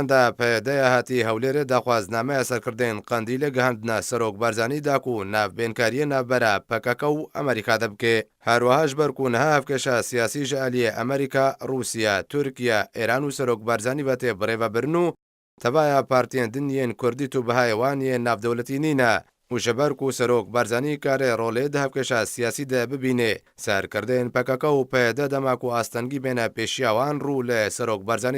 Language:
Kurdish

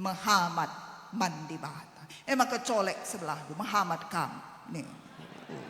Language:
Batak Karo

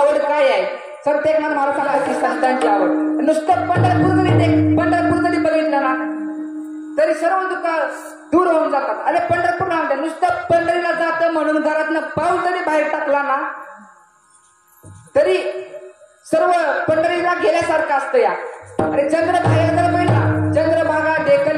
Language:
Marathi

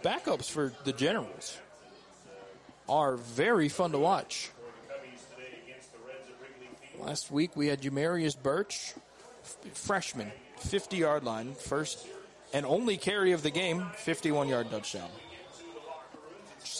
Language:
English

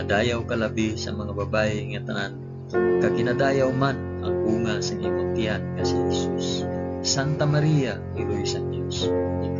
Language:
Hiligaynon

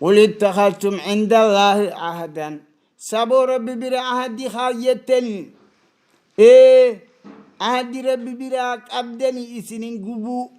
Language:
Oromo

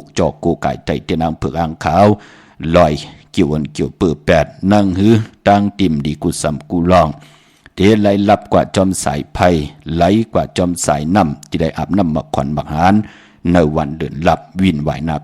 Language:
Shan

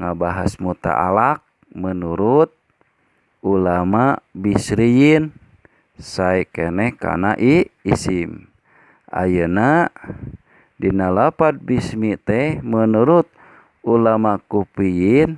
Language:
Sundanese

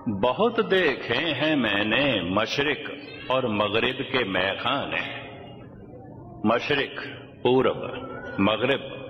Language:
Punjabi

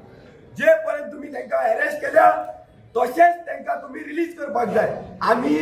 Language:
Konkani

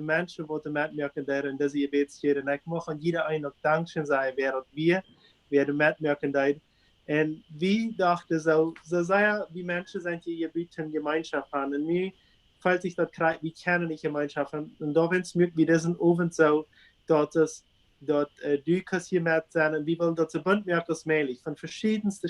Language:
Plautdietsch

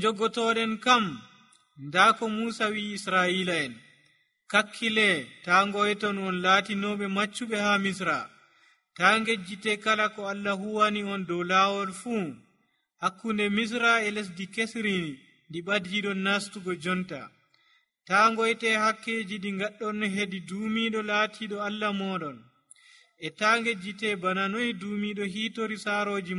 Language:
Nigerian Fulfulde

